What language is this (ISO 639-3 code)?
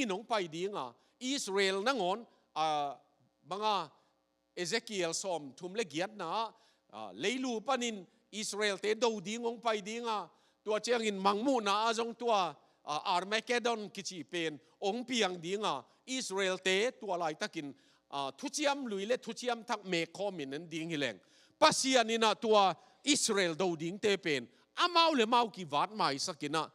ctd